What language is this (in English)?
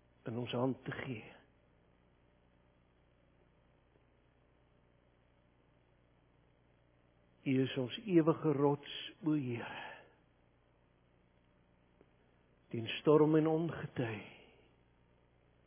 Afrikaans